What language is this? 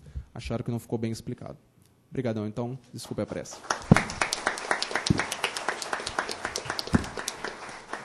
Portuguese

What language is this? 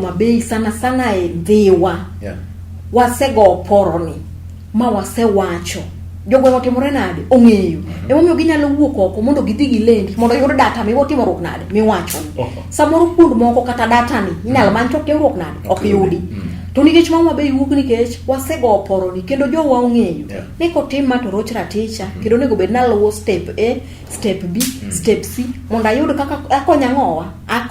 Luo (Kenya and Tanzania)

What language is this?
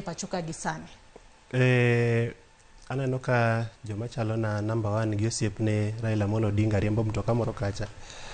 Luo (Kenya and Tanzania)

